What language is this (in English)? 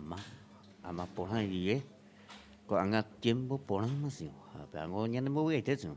Guarani